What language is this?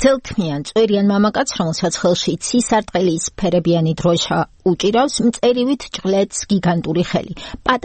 Georgian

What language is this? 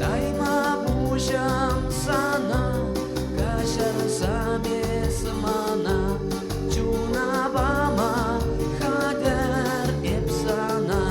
Chuvash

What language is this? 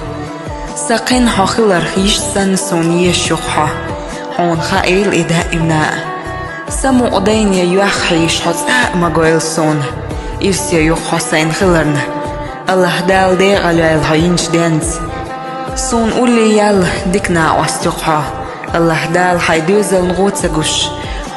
Chechen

